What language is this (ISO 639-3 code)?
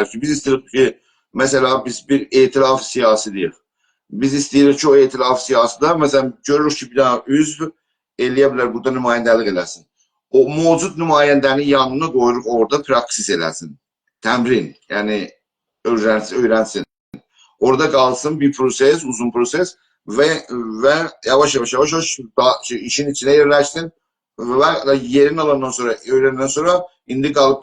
azb